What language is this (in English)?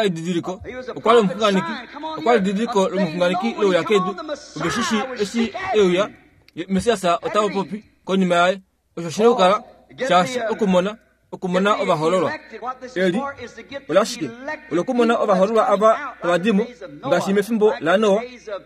Kuanyama